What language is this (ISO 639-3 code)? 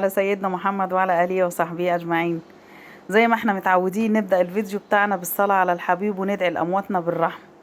arz